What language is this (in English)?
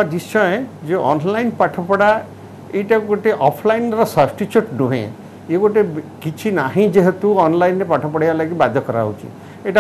Odia